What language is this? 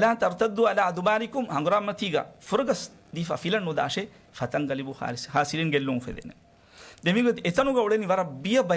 Divehi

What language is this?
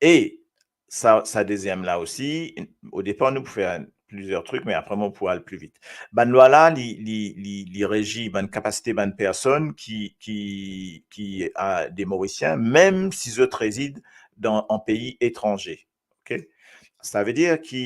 Morisyen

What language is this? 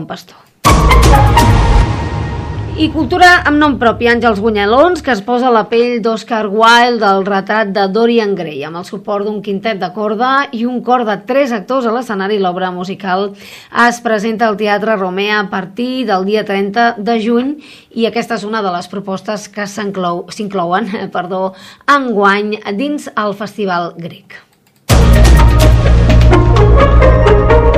Catalan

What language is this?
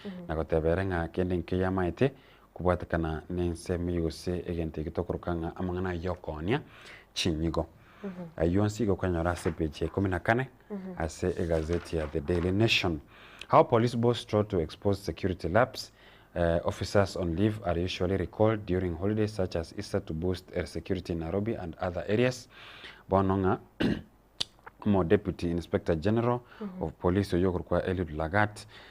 Gusii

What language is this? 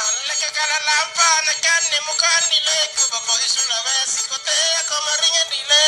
Makasar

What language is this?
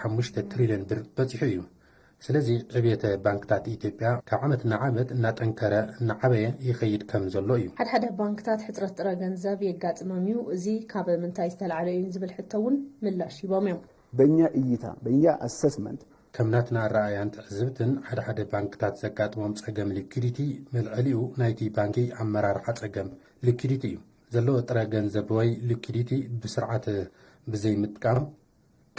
Tigrinya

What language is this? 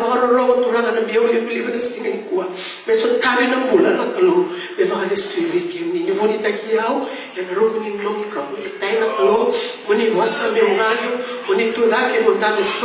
Fijian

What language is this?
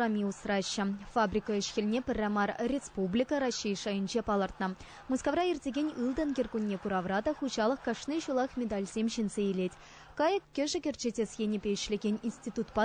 Chuvash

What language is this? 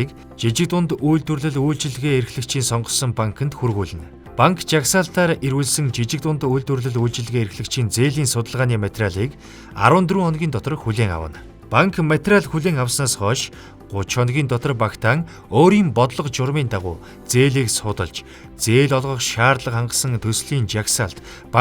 Mongolian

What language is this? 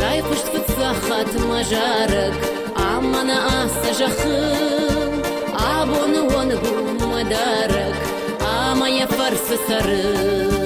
Ossetic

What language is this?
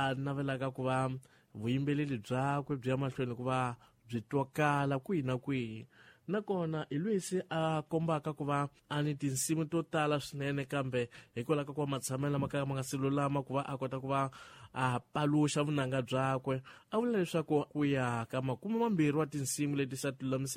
Tsonga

